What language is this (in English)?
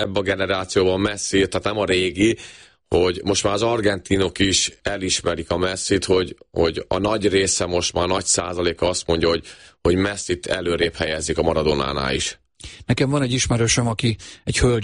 Hungarian